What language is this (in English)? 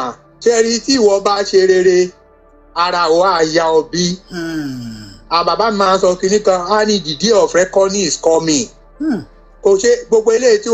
Yoruba